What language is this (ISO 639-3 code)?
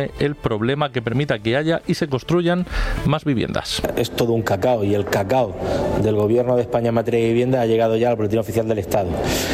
spa